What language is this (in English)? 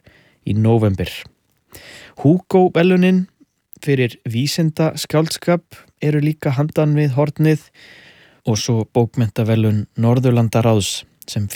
Icelandic